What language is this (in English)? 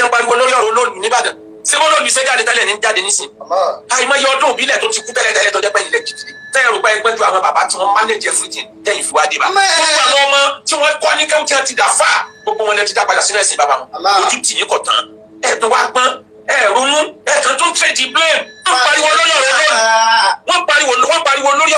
Yoruba